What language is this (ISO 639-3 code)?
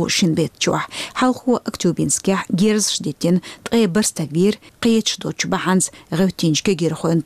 che